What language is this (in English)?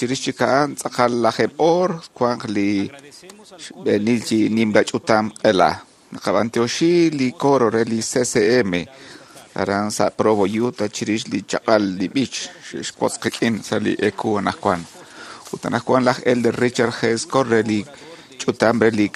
Kekchí